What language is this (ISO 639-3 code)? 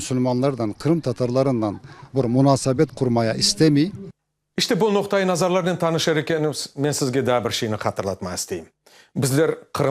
crh